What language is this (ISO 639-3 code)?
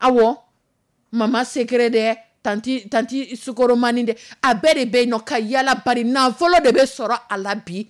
dyu